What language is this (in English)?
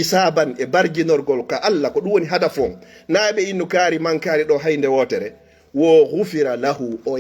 Fula